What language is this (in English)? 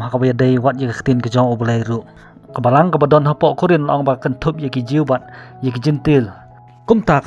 Khasi